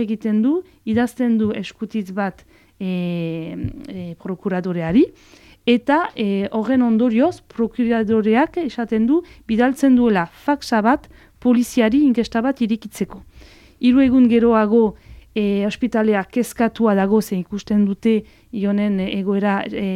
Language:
Basque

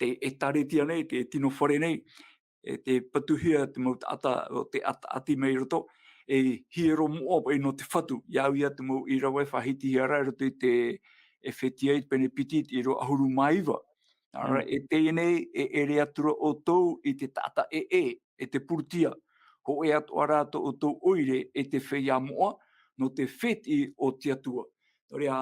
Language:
Tahitian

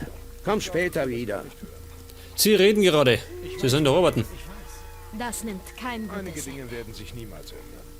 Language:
Bavarian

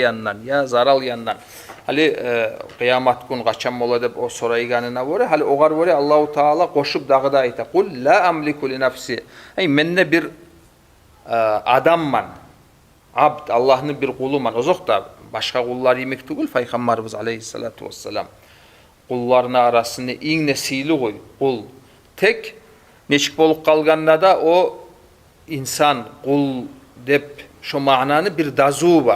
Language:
Kumyk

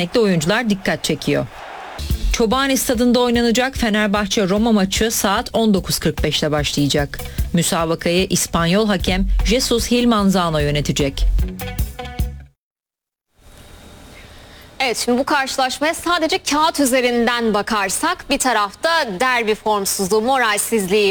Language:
Turkish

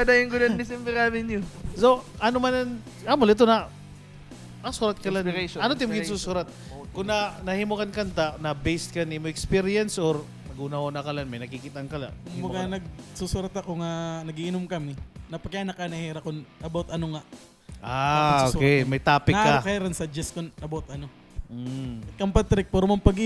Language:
Waray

